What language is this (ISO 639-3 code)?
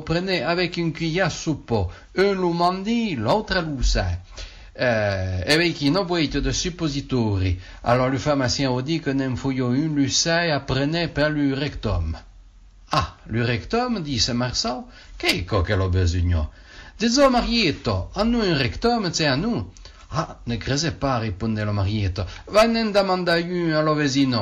oci